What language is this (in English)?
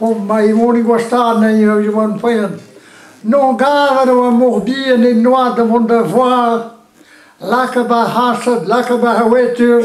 Breton